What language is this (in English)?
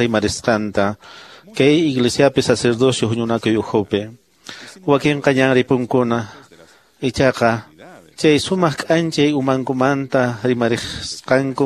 Quechua